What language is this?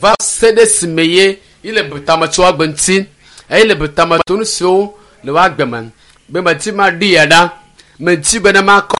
Ewe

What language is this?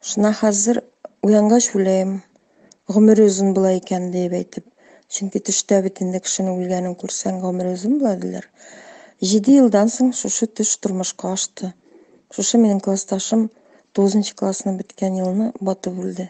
Tatar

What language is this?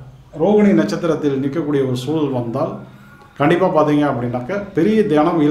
Tamil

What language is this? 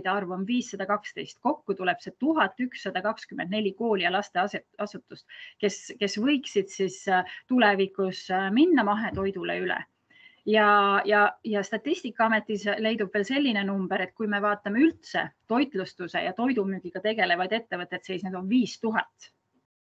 Estonian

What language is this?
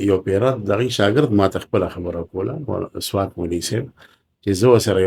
Pashto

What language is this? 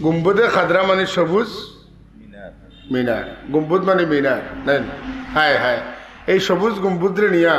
Sylheti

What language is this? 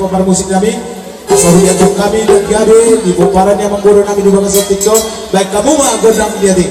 Batak Toba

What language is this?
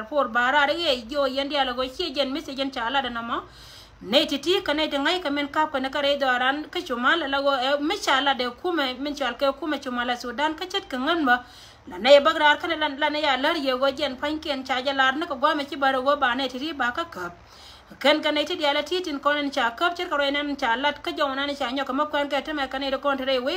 Nuer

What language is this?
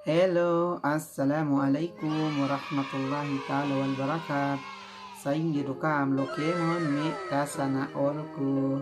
Yakan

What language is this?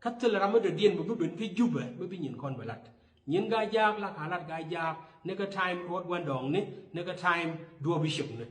Nuer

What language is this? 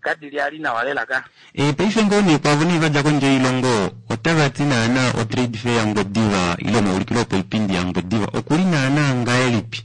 Kuanyama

